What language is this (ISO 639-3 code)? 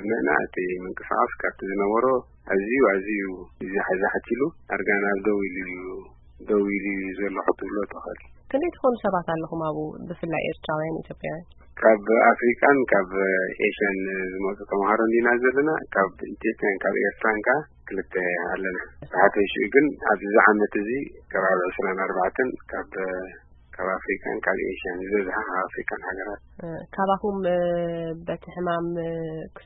tir